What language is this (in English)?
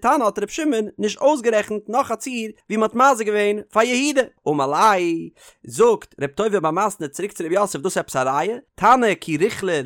Yiddish